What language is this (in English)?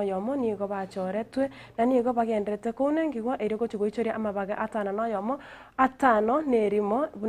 Gusii